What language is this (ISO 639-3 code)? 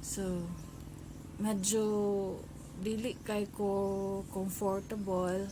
ceb